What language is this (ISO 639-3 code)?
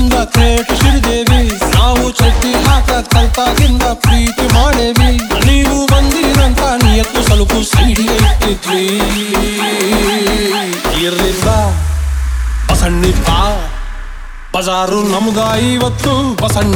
kan